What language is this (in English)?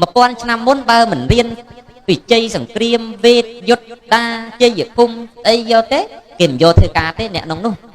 Khmer